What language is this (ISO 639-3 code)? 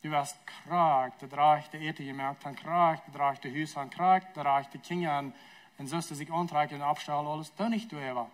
pdt